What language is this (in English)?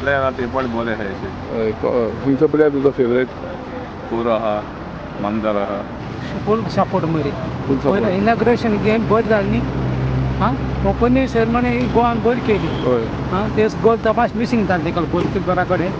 Konkani